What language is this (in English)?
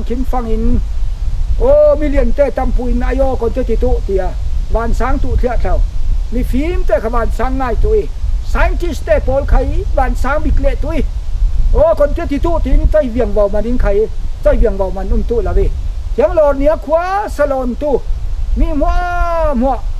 Falam Chin